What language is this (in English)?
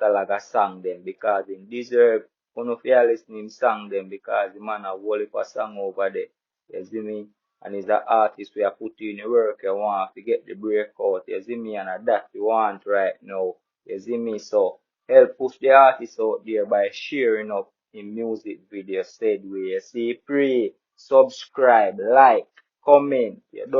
Jamaican Creole English